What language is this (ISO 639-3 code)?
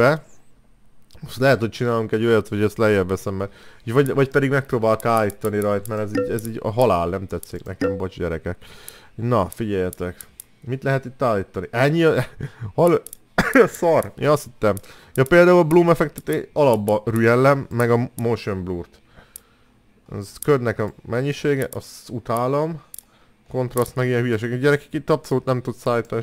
hun